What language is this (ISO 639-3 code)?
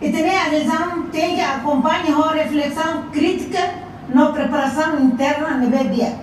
tet